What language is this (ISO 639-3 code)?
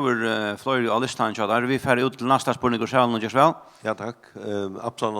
fao